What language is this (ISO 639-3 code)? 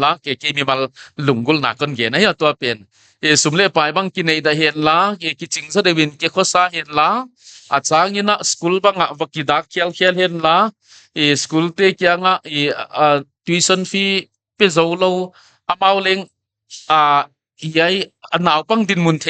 pck